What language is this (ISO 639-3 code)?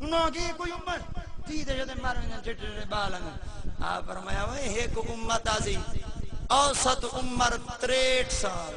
skr